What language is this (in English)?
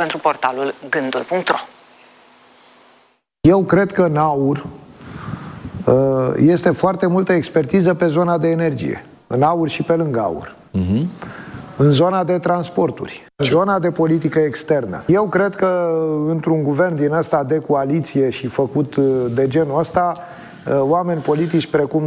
Romanian